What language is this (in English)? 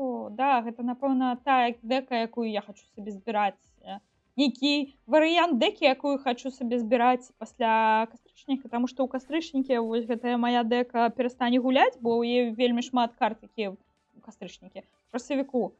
Belarusian